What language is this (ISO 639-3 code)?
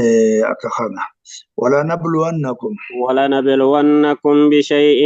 orm